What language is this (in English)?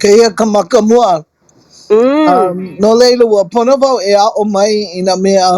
Hawaiian